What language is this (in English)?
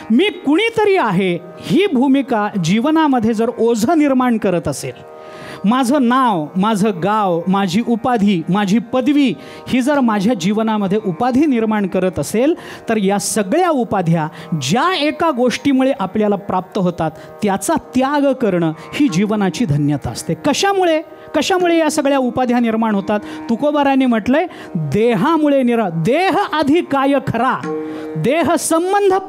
Marathi